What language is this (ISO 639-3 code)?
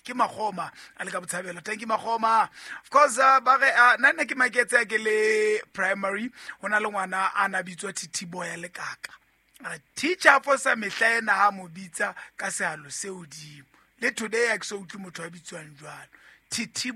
sot